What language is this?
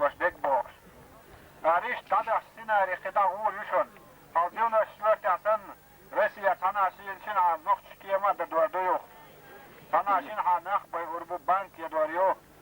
Chechen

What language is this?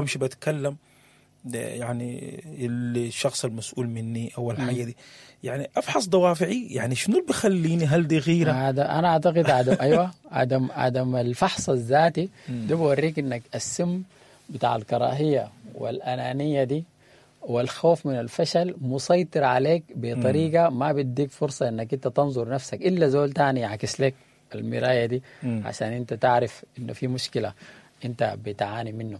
Sudanese Arabic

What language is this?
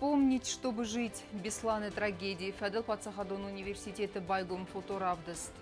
Ossetic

